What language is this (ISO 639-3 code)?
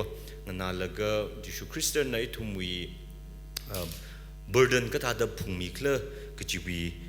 nmf